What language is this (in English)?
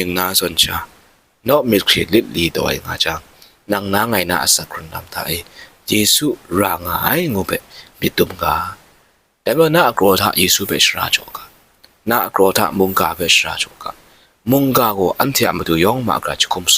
Kachin